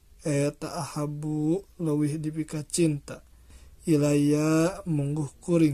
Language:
Sundanese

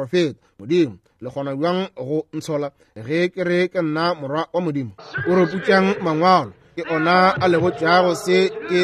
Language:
Northern Sotho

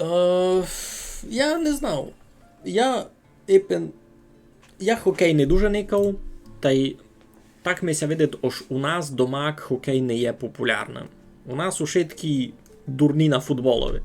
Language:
Rusyn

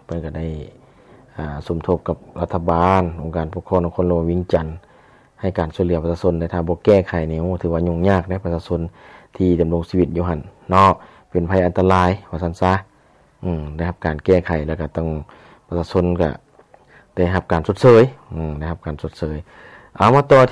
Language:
Lao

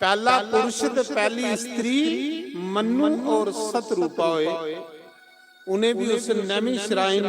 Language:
Dogri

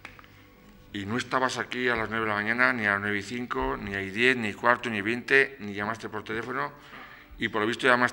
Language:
Spanish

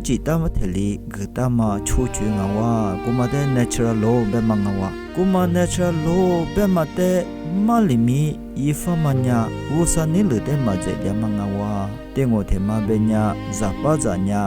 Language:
Lisu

